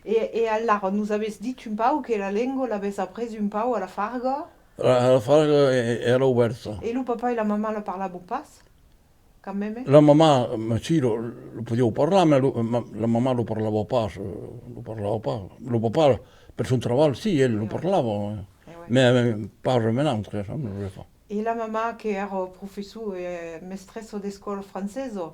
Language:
Occitan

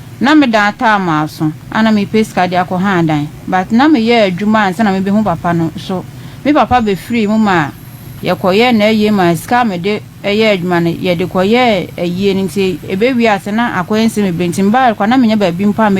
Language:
Akan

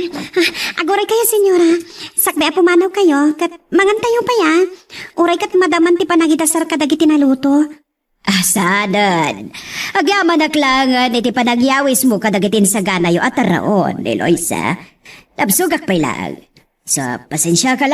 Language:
Iloko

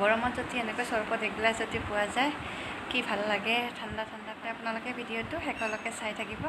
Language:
Assamese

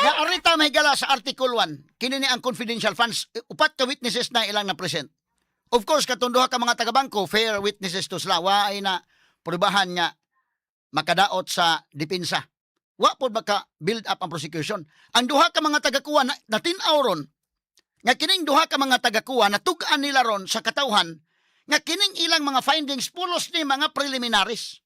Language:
Cebuano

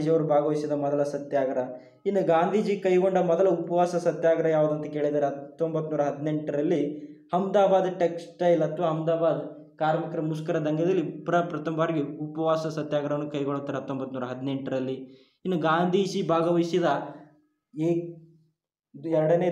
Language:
Kannada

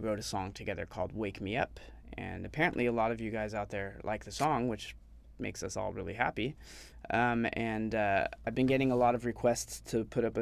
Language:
English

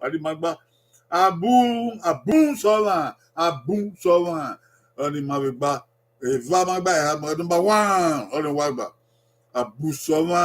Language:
Bini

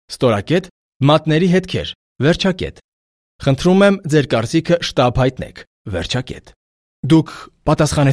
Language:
Armenian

